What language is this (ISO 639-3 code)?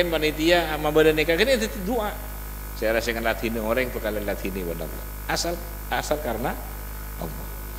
mad